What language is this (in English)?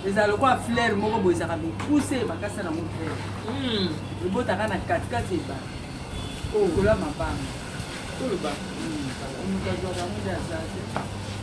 Lingala